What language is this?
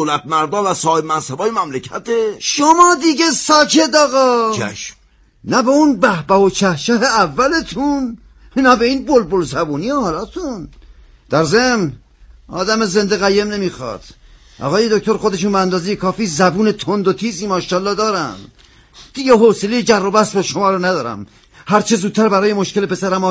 Persian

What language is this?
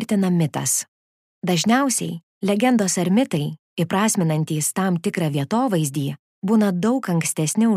Lithuanian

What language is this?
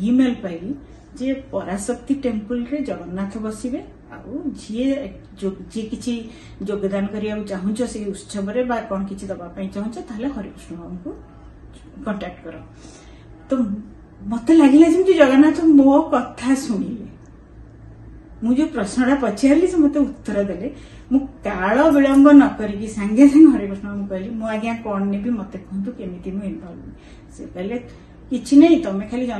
Odia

